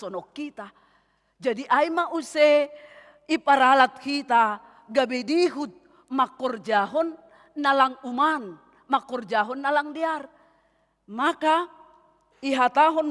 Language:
Batak Simalungun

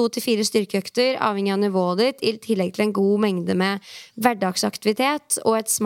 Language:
Norwegian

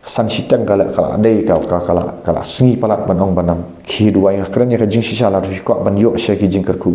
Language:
Khasi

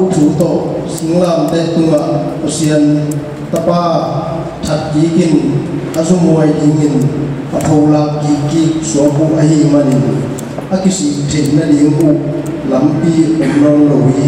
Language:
Tedim Chin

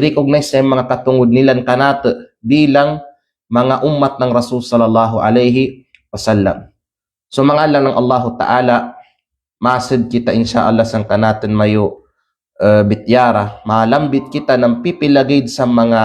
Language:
Kalagan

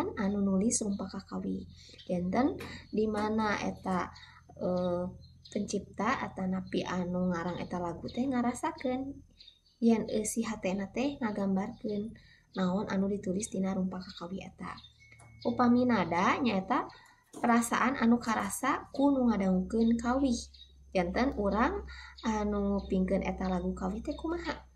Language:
Sundanese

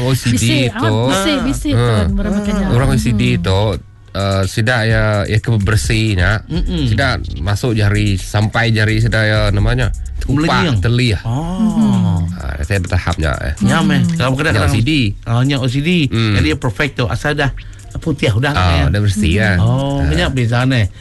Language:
Malay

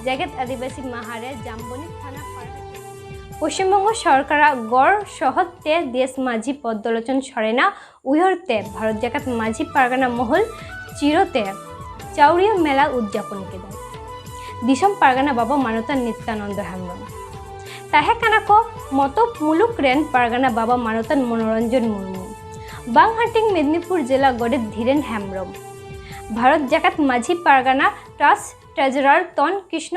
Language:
Santali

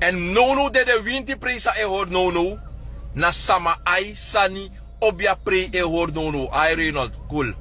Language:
Sranan Tongo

